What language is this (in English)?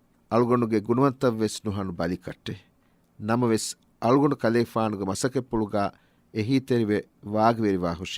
Divehi